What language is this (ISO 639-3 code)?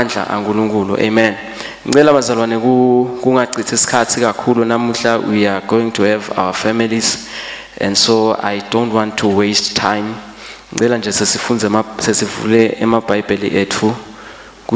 ssw